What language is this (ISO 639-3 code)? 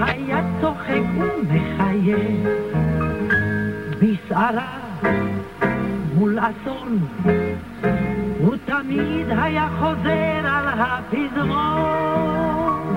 heb